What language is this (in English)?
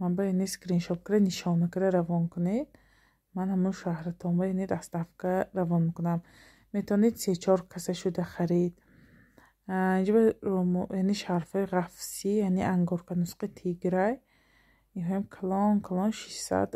Tajik